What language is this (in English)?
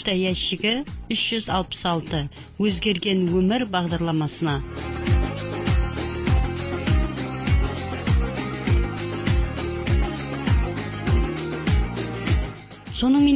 Kazakh